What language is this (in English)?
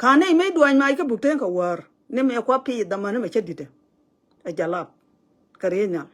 Nuer